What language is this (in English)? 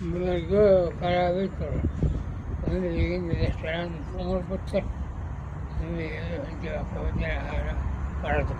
Yakut